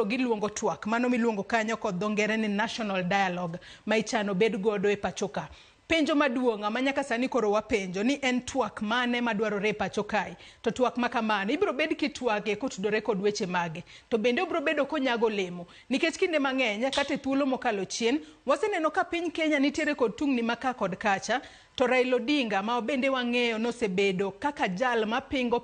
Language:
Luo (Kenya and Tanzania)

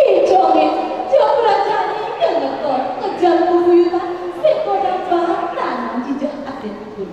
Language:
Balinese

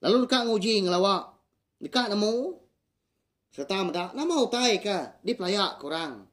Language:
Iban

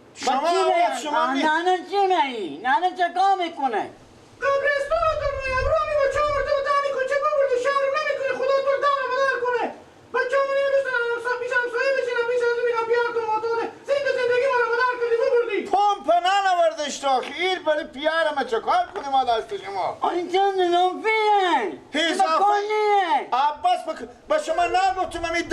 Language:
Persian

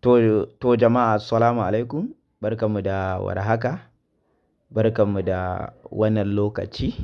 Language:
Hausa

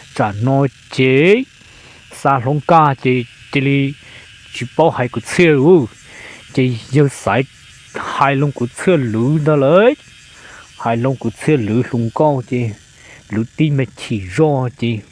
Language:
Hmong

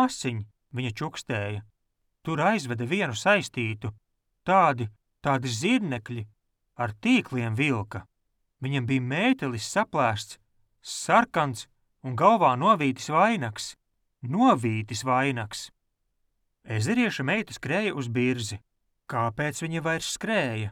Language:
Latvian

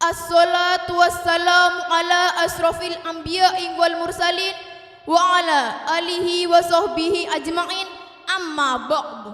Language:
Madurese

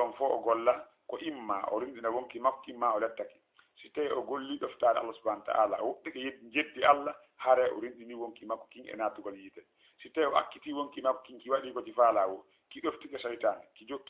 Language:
Fula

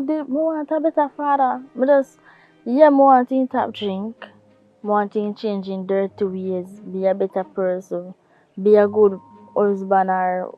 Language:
Jamaican Creole English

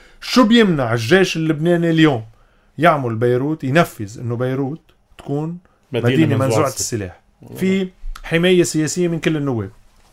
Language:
North Levantine Arabic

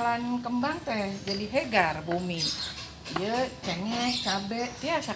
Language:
Sundanese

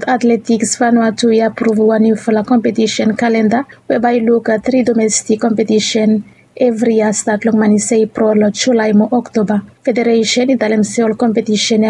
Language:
Bislama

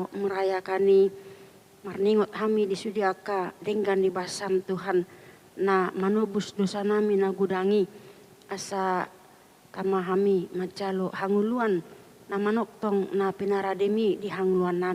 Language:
Batak Toba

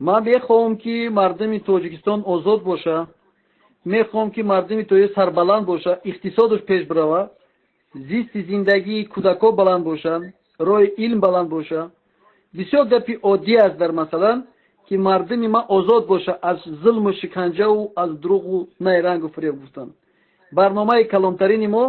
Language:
Tajik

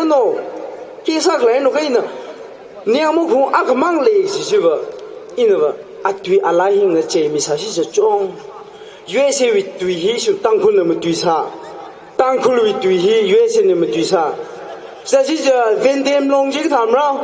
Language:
Tangkhul Naga (India)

